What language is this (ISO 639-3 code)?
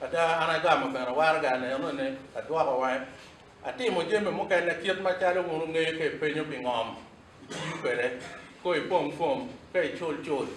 ach